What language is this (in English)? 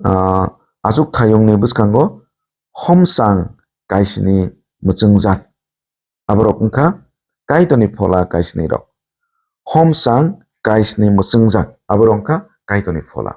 Kok Borok